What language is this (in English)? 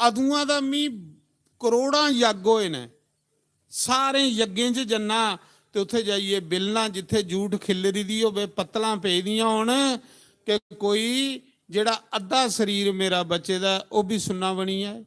Dogri